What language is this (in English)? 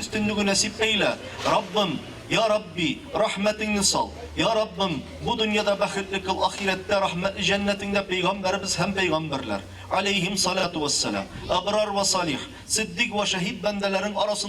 Tatar